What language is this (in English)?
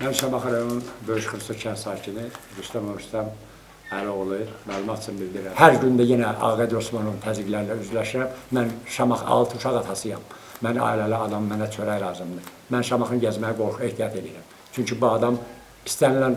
Azerbaijani